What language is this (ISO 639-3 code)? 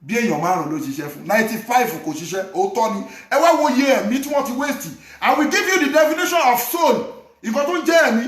yor